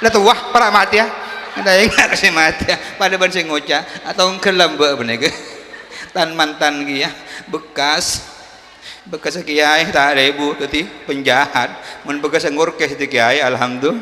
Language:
Madurese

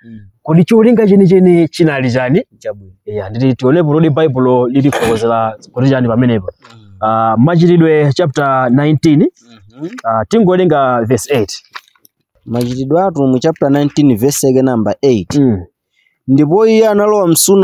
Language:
Nyanja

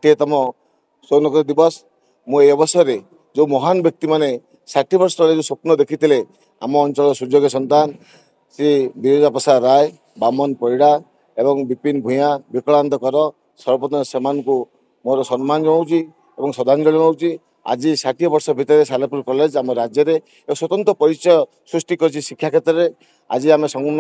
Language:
Odia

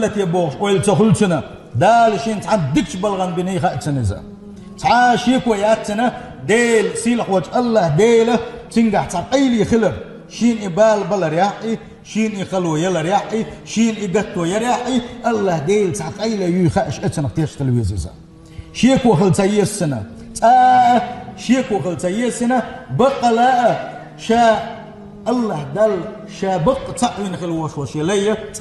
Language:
Chechen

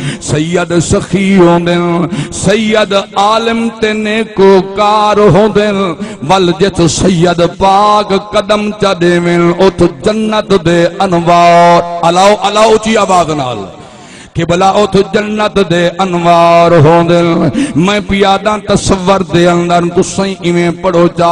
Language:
Saraiki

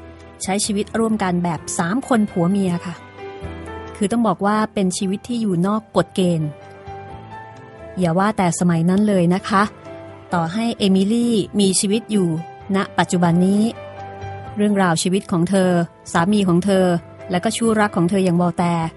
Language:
Thai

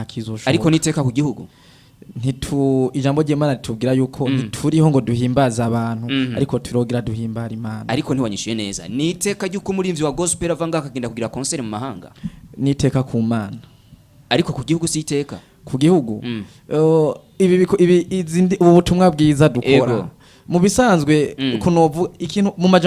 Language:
Rundi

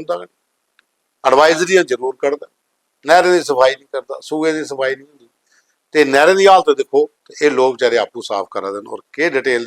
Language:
Dogri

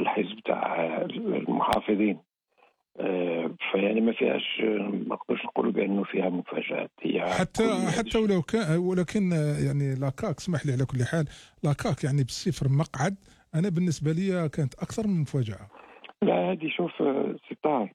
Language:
Algerian Arabic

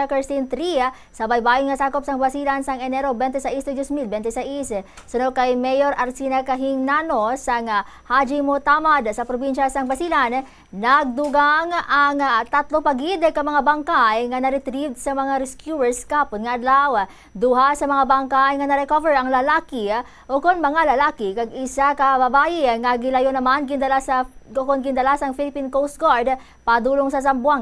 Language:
Hiligaynon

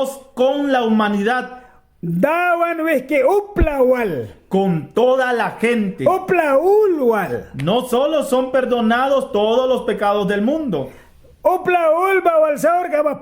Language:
Mískito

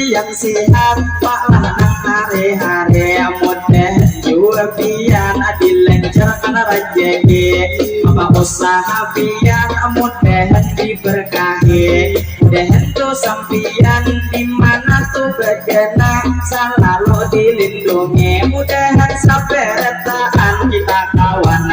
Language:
Banjar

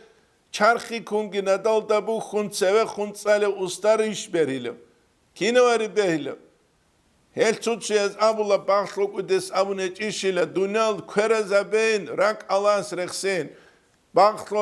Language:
Avaric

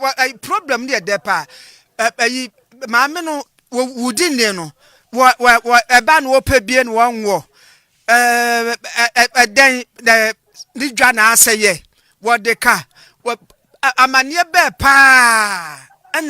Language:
Akan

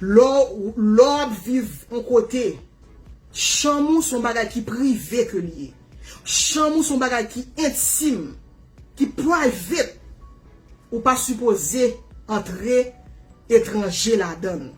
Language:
Haitian Creole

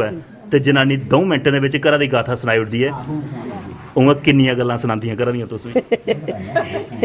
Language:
Dogri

